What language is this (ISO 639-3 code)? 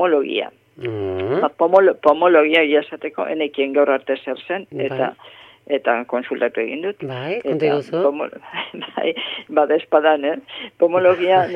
eus